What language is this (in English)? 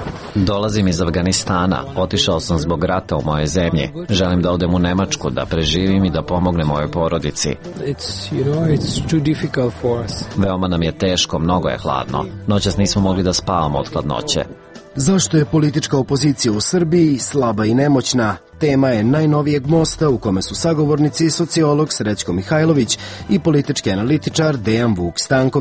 Serbian